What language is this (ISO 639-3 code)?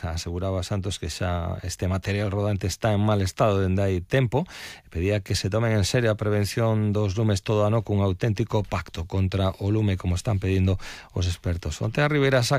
glg